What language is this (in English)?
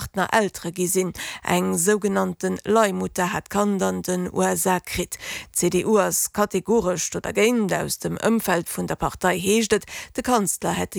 Luxembourgish